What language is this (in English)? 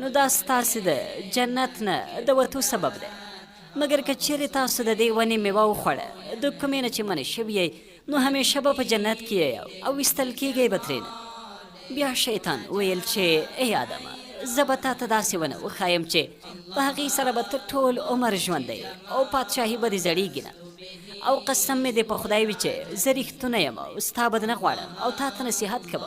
Pashto